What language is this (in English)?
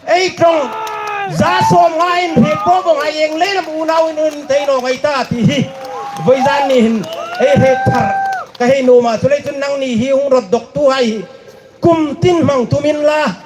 Hmar